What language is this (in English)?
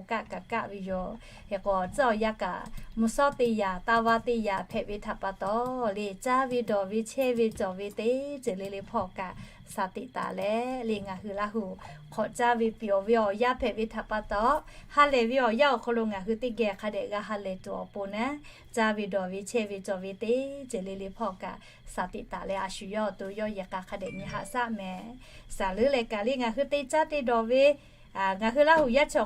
Lahu